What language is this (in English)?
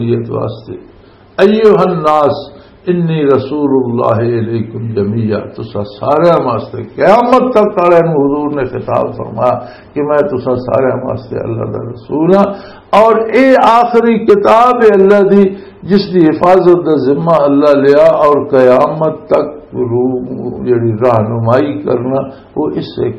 Western Panjabi